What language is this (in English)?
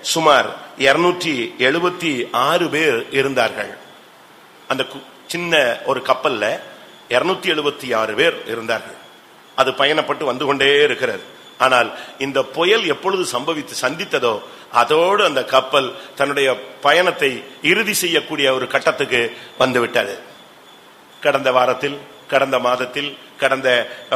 Tamil